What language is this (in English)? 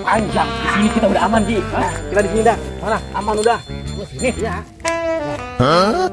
Betawi